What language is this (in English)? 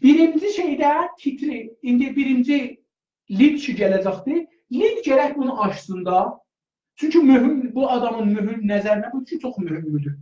South Azerbaijani